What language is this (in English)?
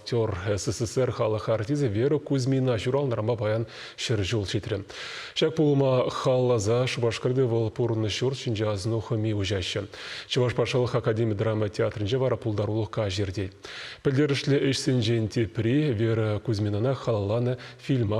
Chuvash